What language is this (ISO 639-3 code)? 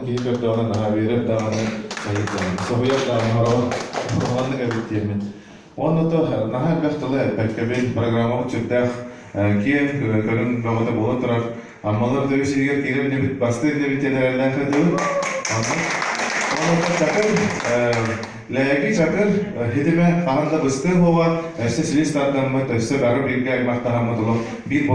sah